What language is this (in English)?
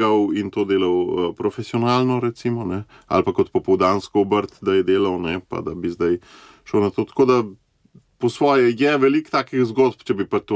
Slovenian